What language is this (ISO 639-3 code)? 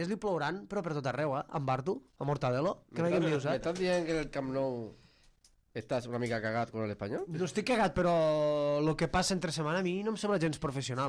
cat